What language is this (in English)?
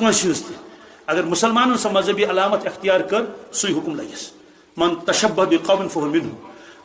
Kashmiri